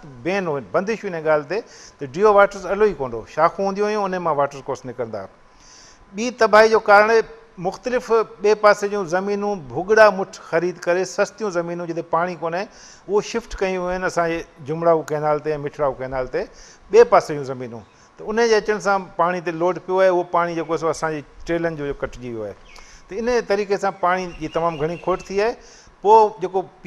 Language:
Sindhi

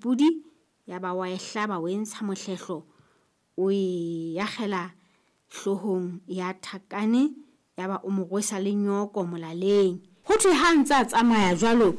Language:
Southern Sotho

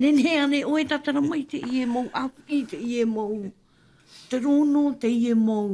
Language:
Tahitian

